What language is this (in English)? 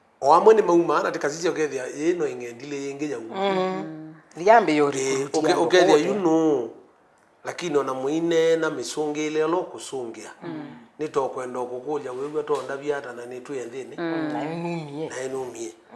Kamba